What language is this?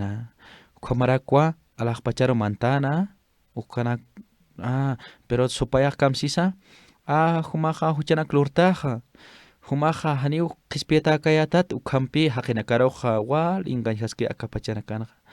Aymara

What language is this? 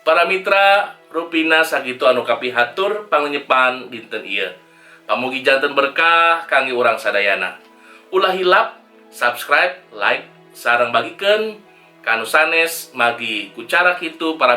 Sundanese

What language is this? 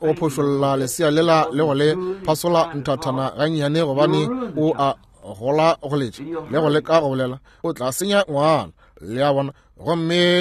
Northern Sotho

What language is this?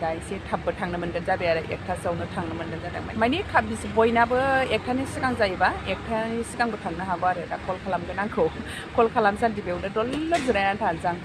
Bodo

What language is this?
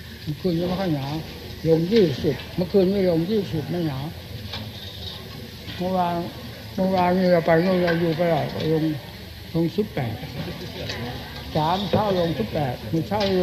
Thai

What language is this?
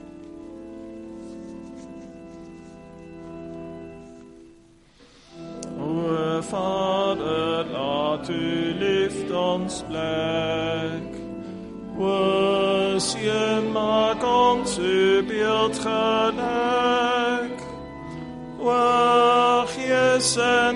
Afrikaans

